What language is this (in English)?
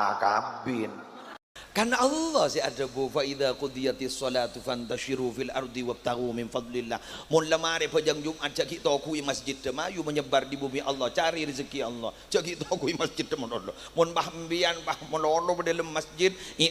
Madurese